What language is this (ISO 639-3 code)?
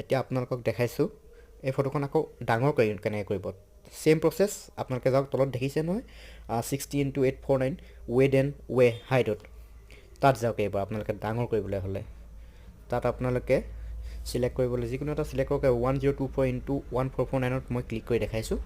asm